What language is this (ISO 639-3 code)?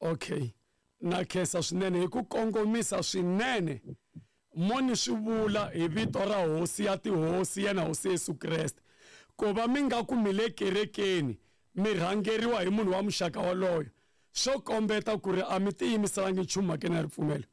tso